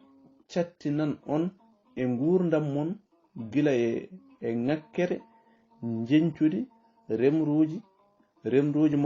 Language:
Fula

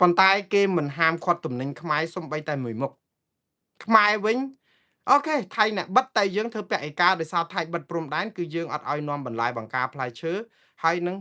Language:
Khmer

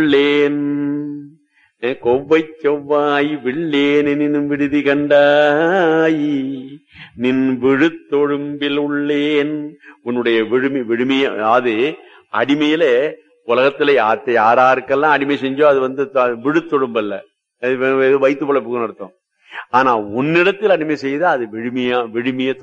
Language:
Tamil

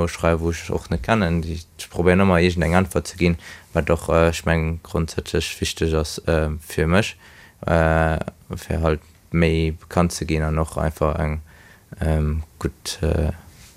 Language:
Luxembourgish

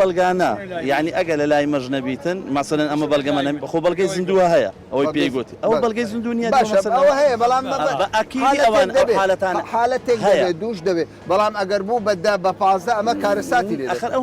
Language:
Central Kurdish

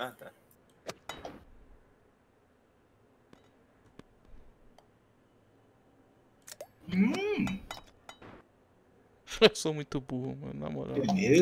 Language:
Portuguese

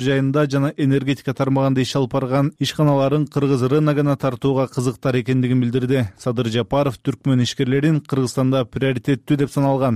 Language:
Kyrgyz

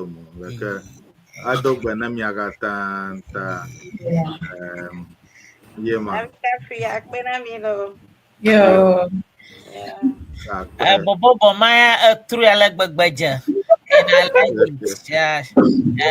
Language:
Ewe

